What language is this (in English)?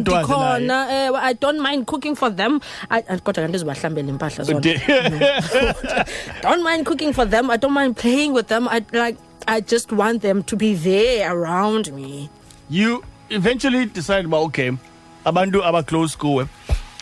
Xhosa